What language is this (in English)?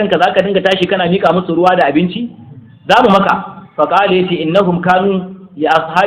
Hausa